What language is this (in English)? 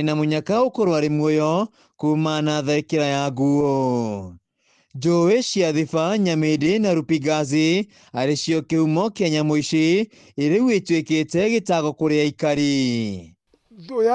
Kikuyu